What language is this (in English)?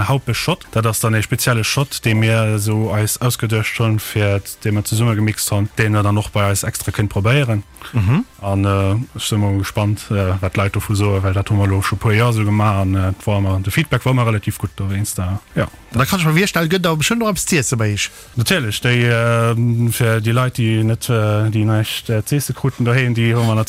Luxembourgish